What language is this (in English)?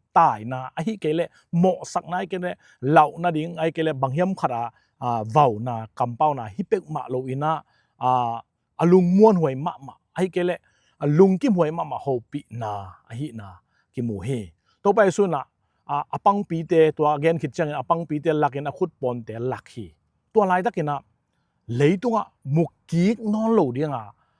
Tedim Chin